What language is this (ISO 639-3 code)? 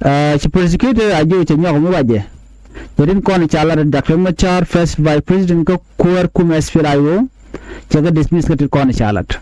nus